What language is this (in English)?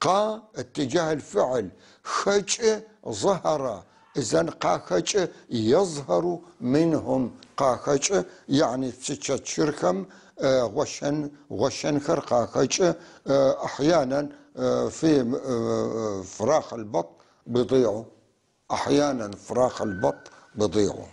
North Levantine Arabic